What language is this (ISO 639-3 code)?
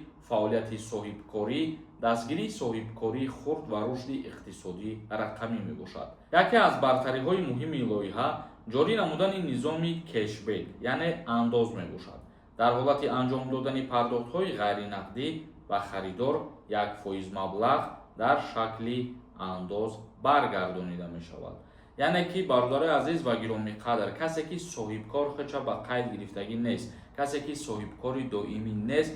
tgk